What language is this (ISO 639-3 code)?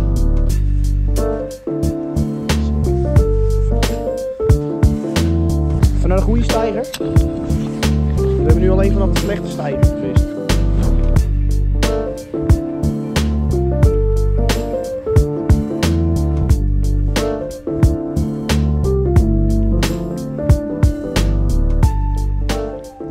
nld